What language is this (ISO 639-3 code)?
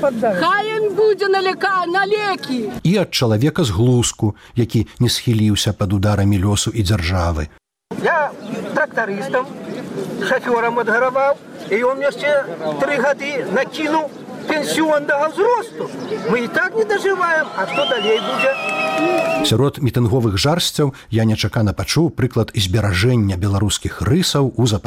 bel